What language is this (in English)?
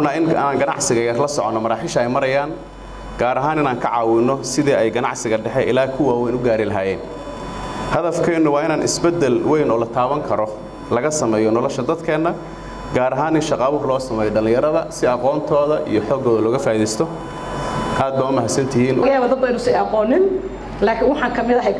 Somali